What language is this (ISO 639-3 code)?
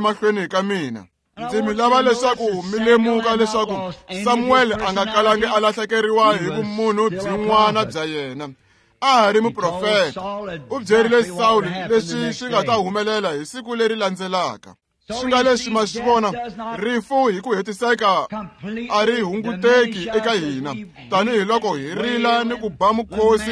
tso